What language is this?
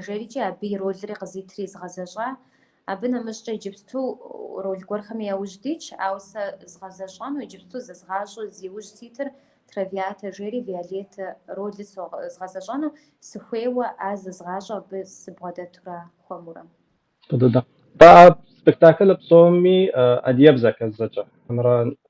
Kabardian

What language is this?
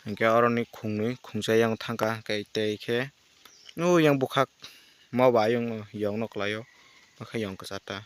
Kok Borok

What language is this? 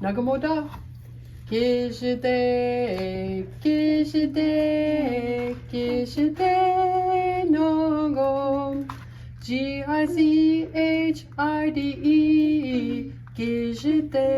Chippewa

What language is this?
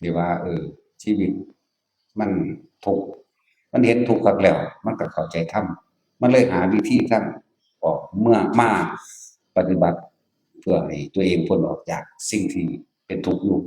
Northeastern Thai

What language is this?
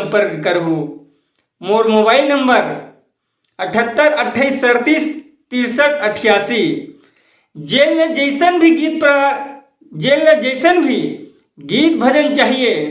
Chhattisgarhi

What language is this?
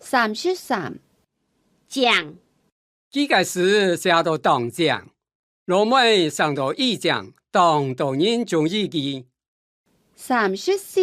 Hakka Chinese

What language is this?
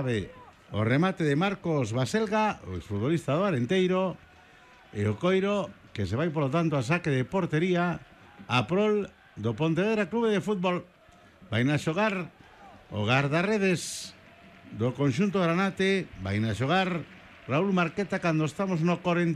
Galician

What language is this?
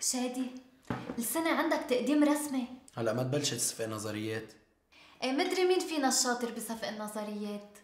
North Levantine Arabic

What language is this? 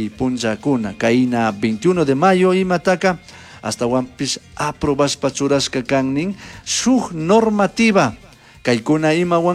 Chimborazo Highland Quichua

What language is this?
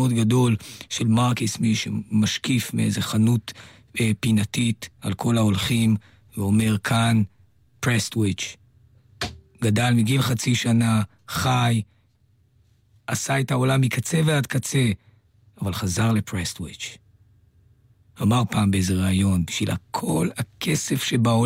Hebrew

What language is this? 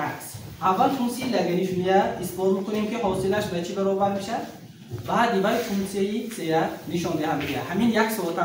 Tajik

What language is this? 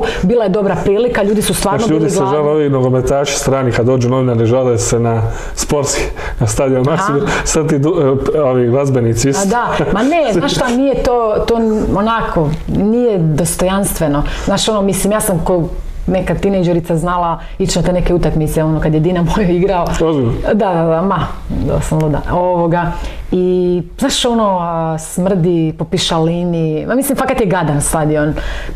Croatian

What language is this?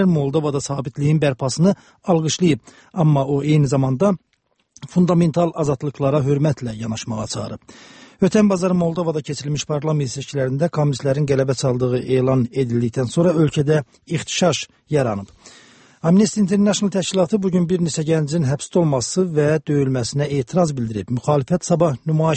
Azerbaijani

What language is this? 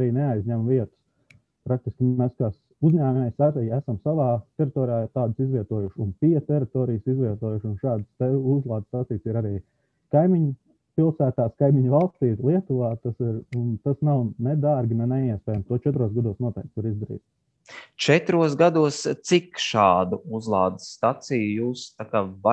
Latvian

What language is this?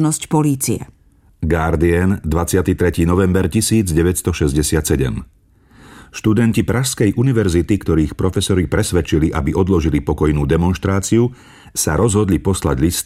Slovak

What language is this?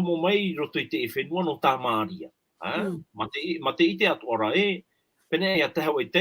Tahitian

